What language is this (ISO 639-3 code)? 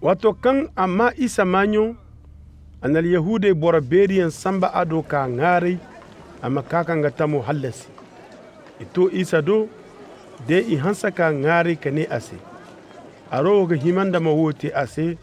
ses